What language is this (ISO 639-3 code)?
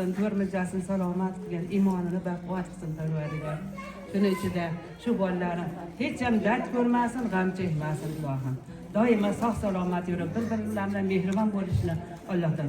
uzb